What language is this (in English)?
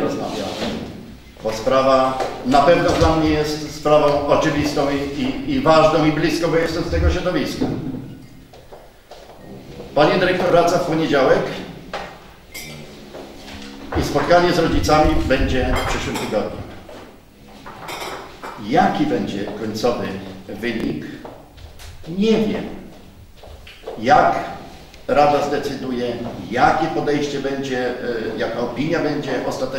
Polish